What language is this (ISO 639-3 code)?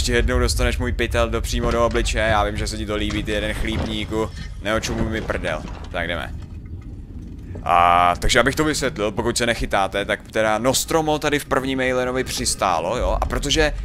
ces